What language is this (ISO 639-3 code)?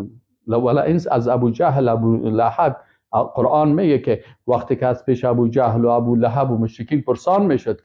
fas